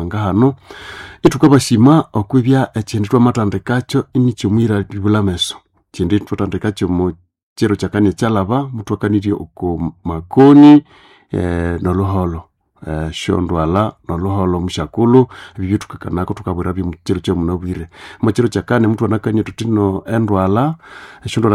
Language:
Nande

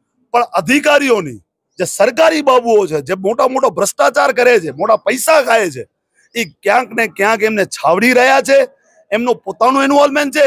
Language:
Gujarati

